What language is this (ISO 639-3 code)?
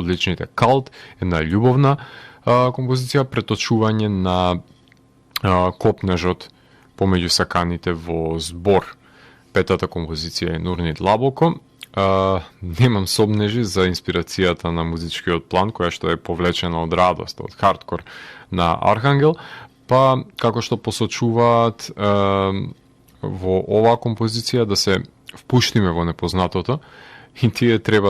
mkd